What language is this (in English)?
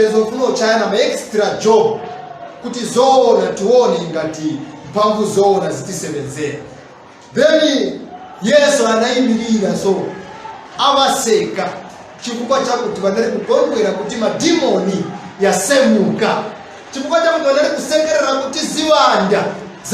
Nyanja